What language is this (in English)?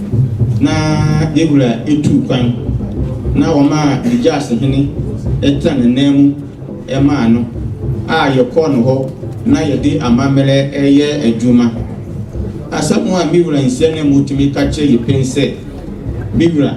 Akan